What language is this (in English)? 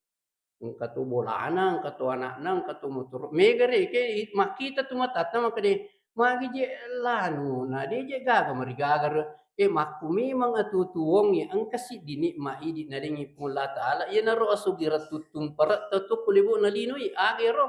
Buginese